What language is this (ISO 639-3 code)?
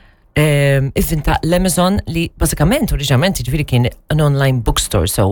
mlt